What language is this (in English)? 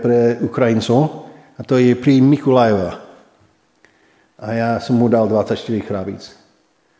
Slovak